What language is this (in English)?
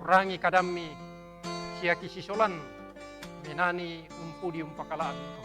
Toraja-Sa'dan